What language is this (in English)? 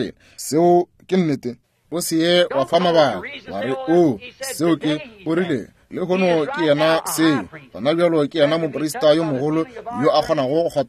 Northern Sotho